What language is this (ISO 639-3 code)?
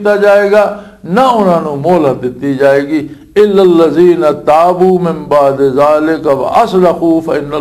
lah